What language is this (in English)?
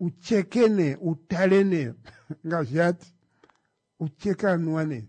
Kuanyama